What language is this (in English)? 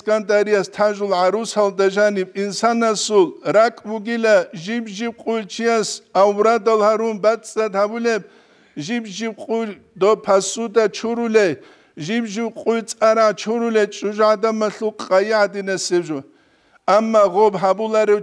Avaric